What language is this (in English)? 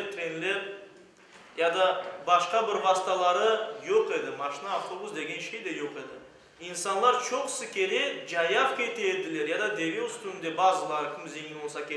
Crimean Tatar